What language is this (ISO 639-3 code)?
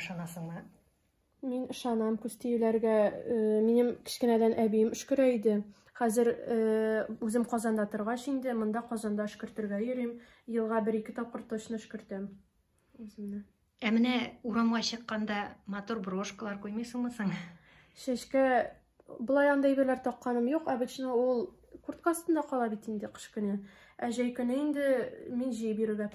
tat